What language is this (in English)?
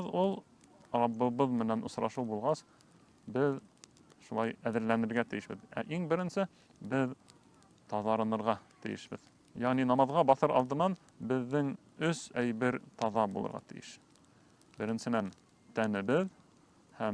Bashkir